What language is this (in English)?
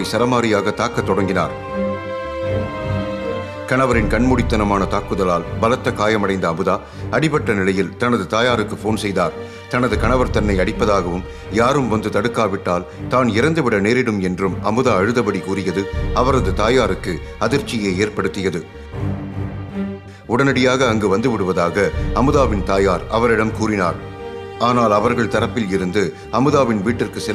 Tamil